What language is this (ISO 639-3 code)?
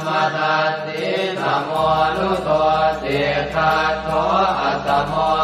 pli